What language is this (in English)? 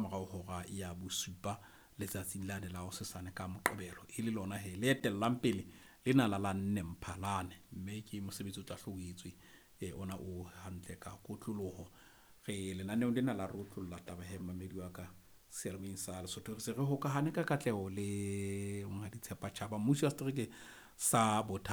Southern Sotho